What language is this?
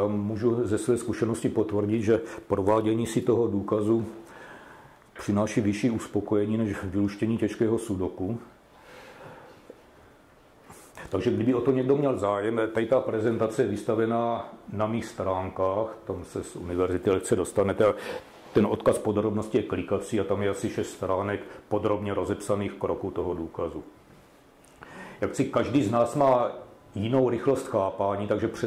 Czech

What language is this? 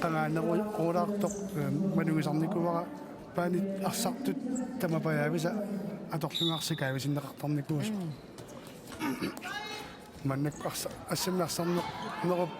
Kalaallisut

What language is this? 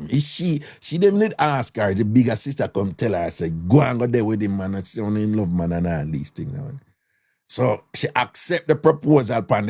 Jamaican Creole English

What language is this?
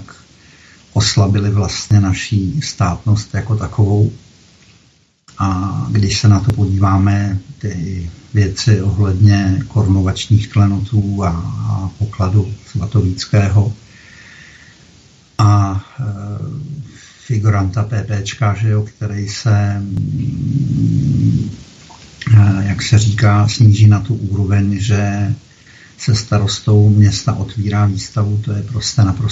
Czech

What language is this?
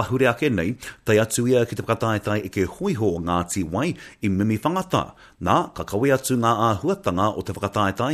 Māori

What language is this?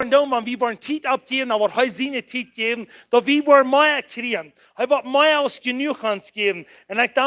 Plautdietsch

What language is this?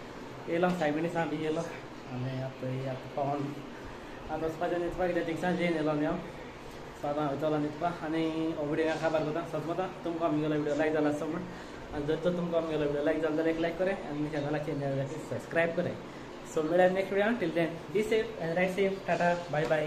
Konkani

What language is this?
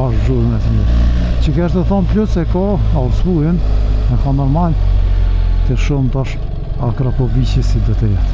Albanian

